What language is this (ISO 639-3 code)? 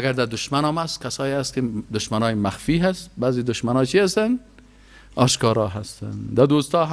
fas